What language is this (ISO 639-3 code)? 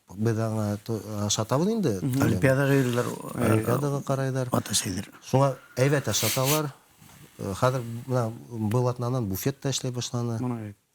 bak